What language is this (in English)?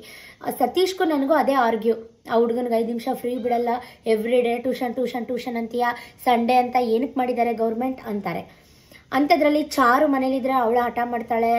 Kannada